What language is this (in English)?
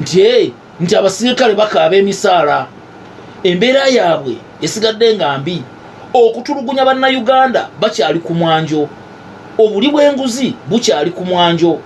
Ganda